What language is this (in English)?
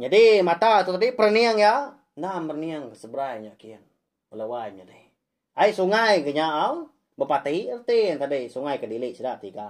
Iban